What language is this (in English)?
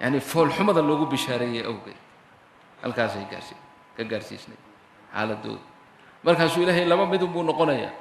Somali